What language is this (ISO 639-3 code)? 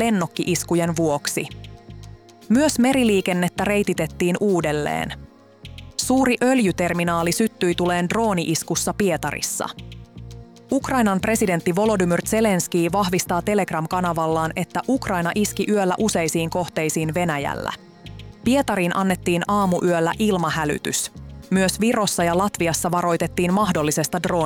fin